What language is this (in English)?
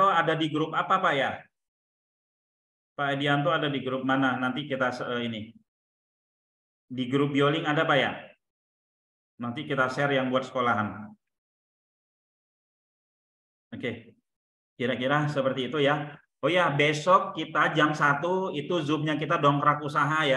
Indonesian